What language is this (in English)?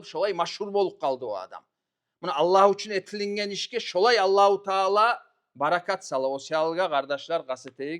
Kumyk